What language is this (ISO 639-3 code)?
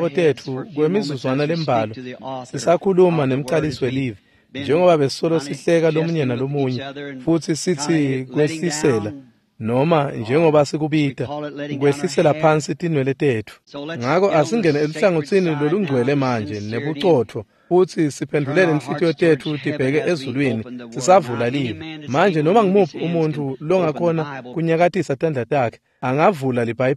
ssw